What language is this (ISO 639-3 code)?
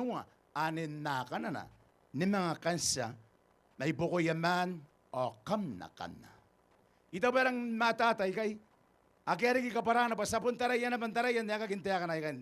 gil